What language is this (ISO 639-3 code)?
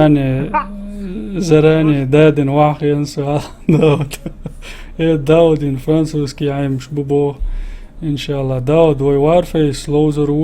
che